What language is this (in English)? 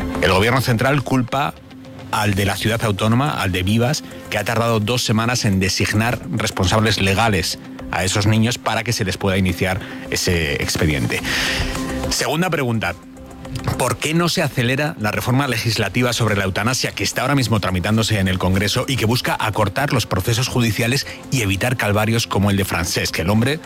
Spanish